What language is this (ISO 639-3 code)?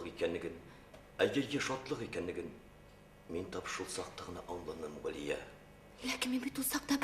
bak